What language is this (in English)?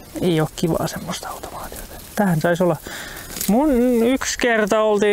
Finnish